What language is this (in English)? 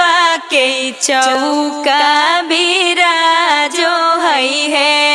Magahi